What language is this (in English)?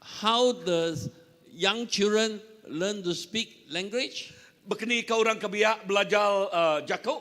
Iban